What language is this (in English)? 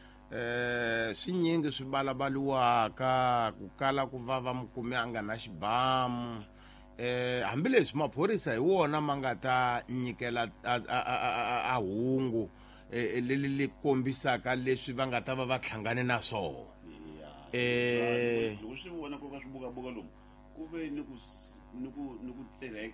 Tsonga